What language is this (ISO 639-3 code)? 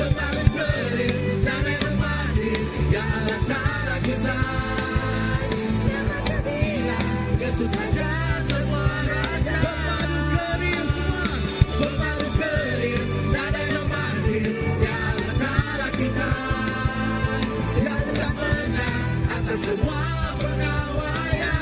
iba